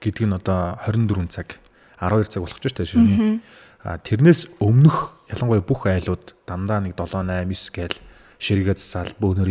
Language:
Mongolian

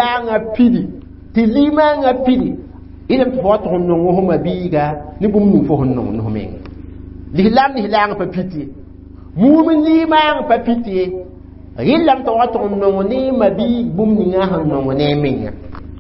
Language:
Mossi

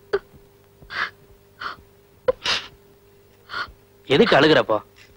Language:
Tamil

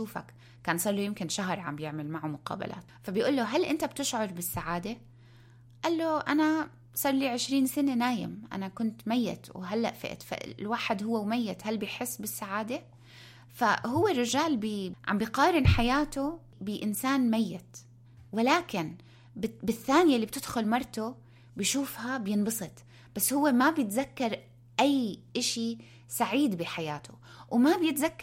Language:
North Levantine Arabic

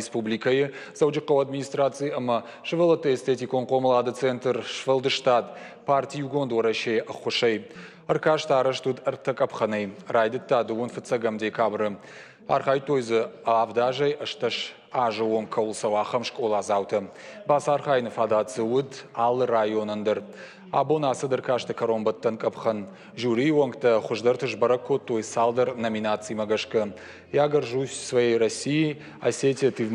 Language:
Ossetic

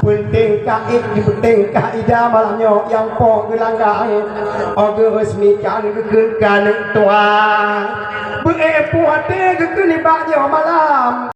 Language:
Achinese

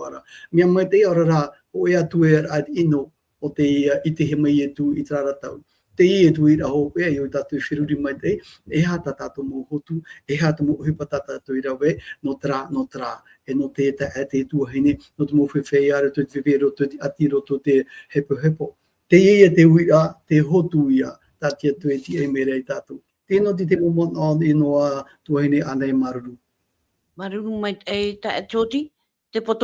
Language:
Tahitian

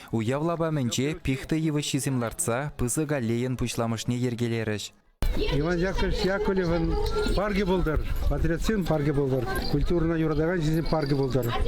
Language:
Chuvash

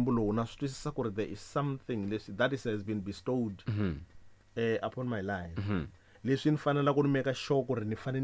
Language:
Tsonga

